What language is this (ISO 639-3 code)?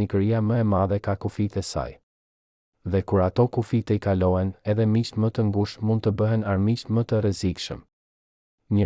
sqi